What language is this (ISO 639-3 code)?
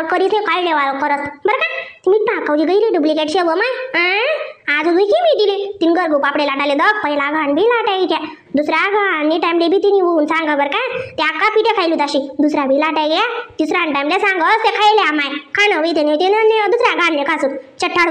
khn